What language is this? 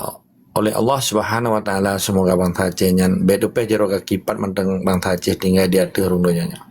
Achinese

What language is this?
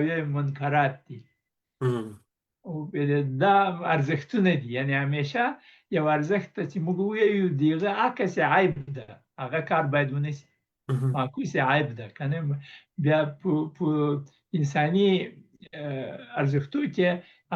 Pashto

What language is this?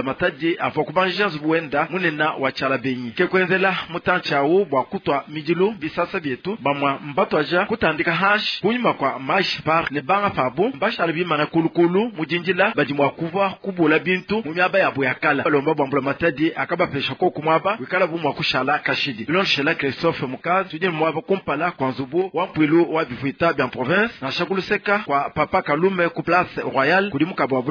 Luba-Lulua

